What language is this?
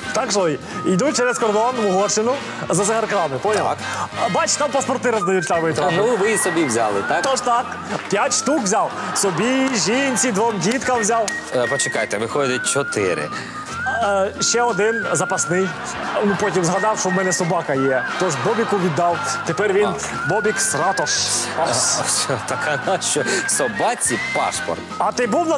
Ukrainian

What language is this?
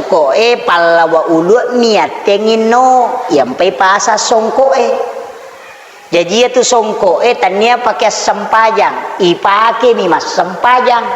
Buginese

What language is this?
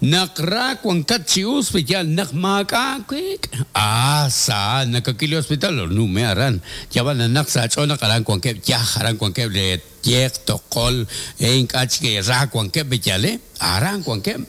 Kekchí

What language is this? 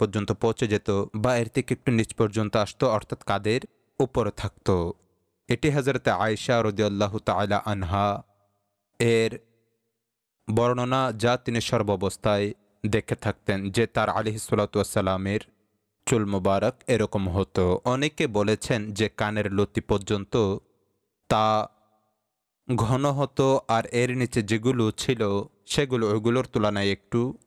Bangla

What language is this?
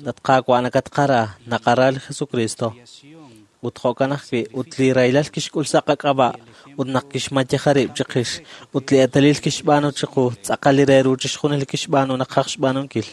Kekchí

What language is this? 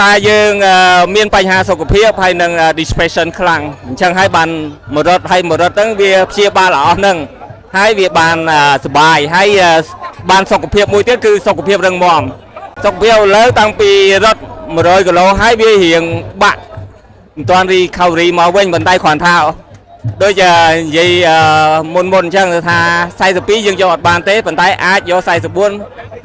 Khmer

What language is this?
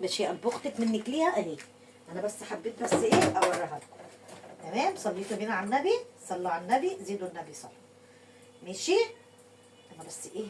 Egyptian Arabic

